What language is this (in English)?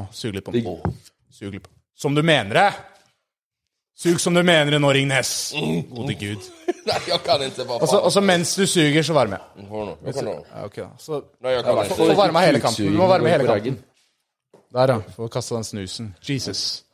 Norwegian